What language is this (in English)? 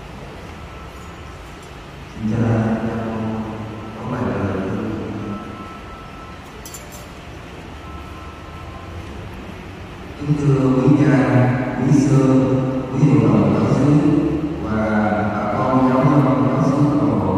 Vietnamese